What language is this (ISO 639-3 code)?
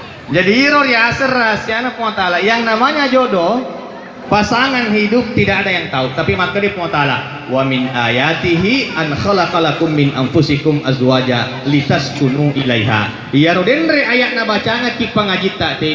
bug